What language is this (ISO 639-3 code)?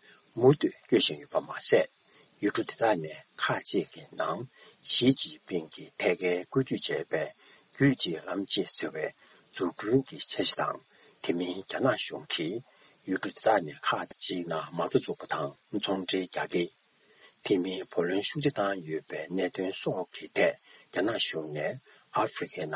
bod